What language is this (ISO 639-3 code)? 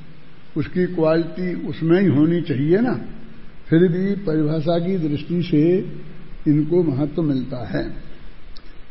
hin